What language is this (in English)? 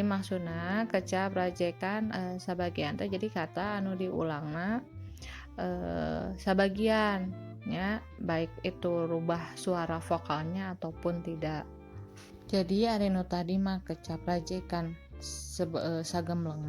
Sundanese